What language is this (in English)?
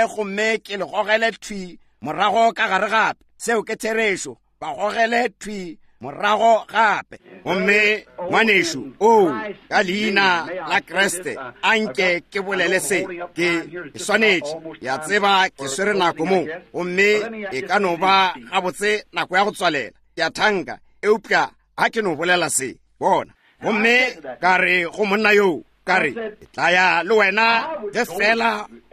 Northern Sotho